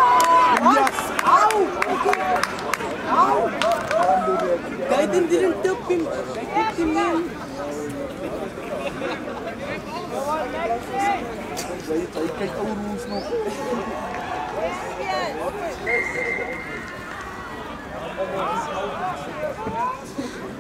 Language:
Afrikaans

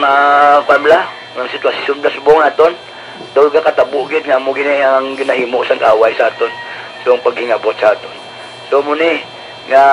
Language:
Hiligaynon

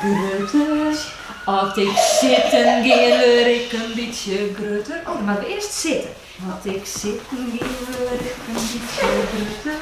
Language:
Western Frisian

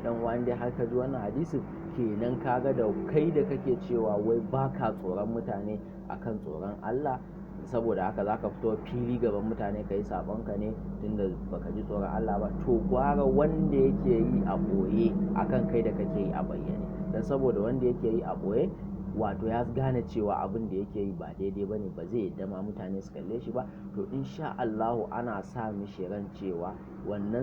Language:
Hausa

